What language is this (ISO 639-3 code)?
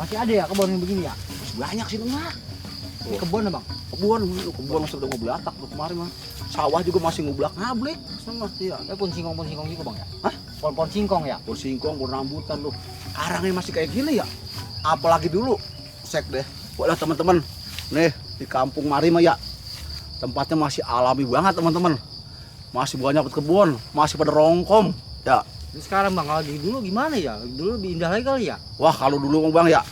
bew